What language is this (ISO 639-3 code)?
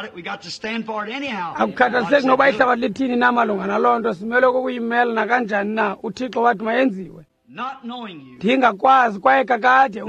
xho